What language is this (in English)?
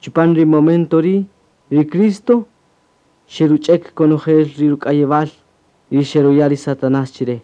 Kaqchikel